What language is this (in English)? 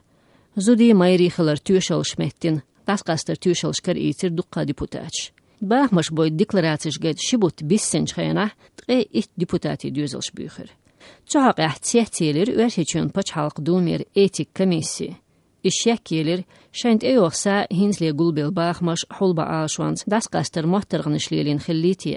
Chechen